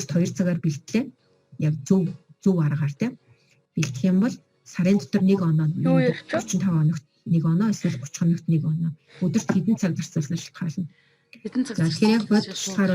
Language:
Mongolian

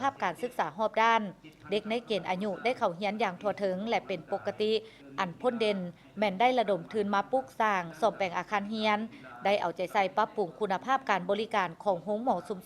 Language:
Lao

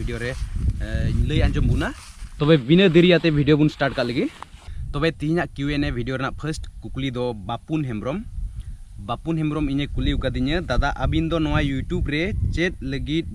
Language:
Santali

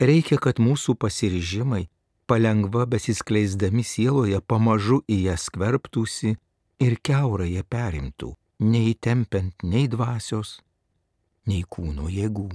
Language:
Lithuanian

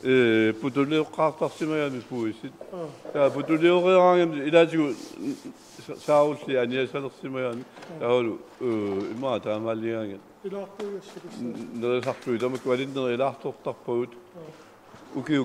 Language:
Kalaallisut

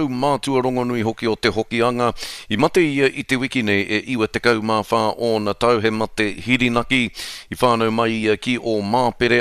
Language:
Māori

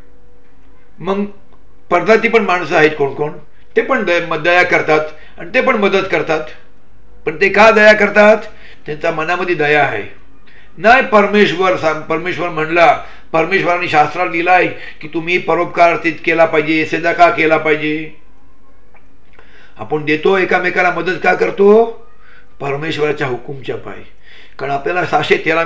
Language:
Marathi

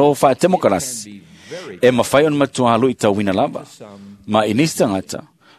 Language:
Samoan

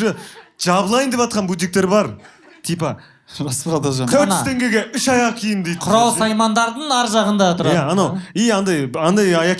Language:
Kazakh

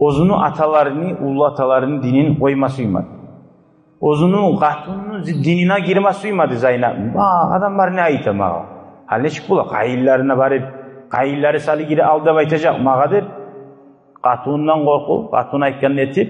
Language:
Kumyk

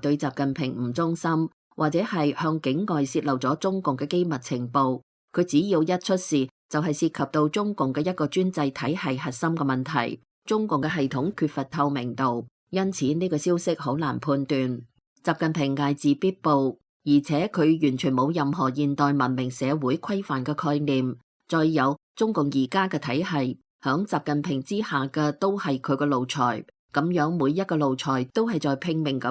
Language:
Cantonese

